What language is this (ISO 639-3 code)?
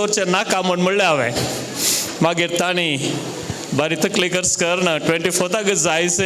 kok